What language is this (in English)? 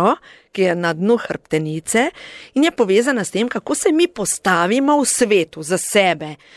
Slovenian